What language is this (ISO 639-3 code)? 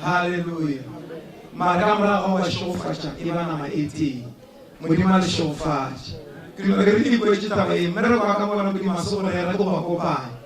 nso